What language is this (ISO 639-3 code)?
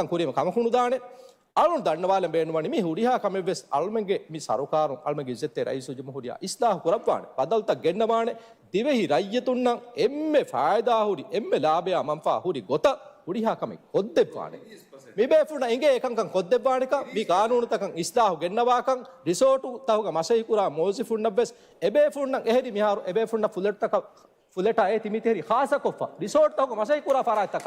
div